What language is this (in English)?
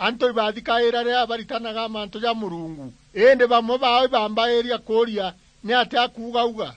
Meru